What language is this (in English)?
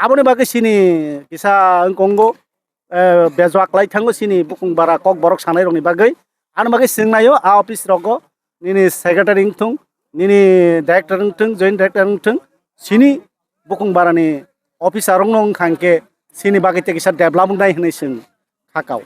Kok Borok